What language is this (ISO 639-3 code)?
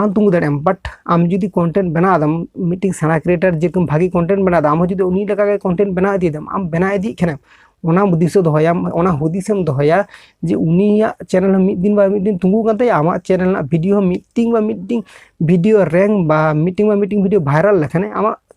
sat